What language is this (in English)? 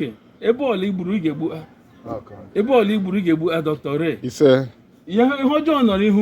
Igbo